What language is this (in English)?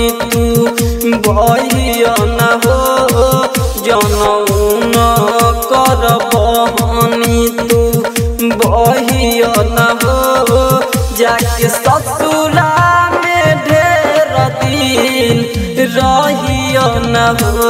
Bhojpuri